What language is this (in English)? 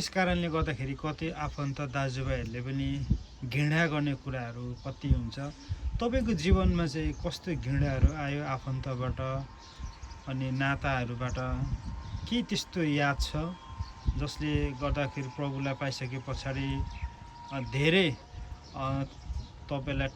Nepali